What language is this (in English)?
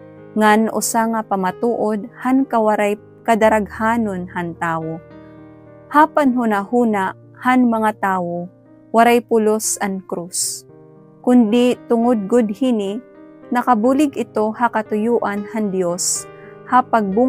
Waray